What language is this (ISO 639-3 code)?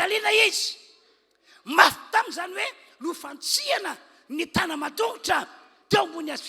mlg